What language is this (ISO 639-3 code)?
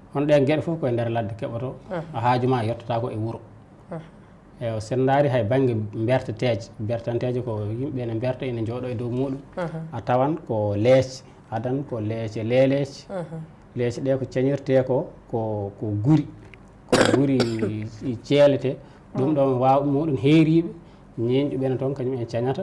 ful